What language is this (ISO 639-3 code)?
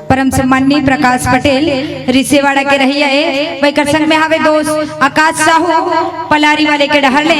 hne